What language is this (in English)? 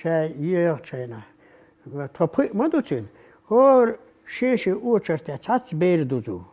Chechen